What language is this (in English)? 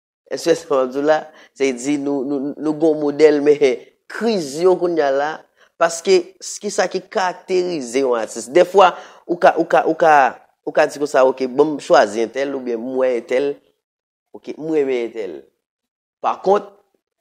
Haitian Creole